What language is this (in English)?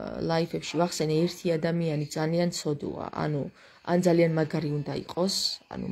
Georgian